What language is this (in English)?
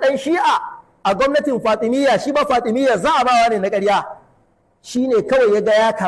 Hausa